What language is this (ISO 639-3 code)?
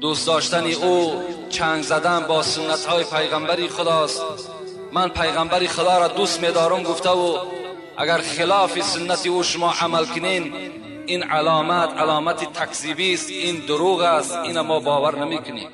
tgk